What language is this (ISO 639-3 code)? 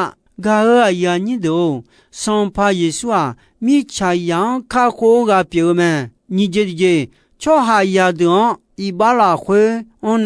ahk